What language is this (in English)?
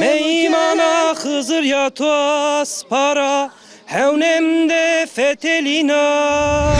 Zaza